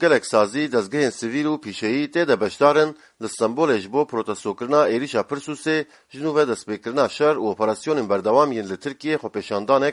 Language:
Kurdish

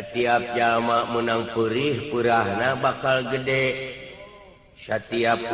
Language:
Sundanese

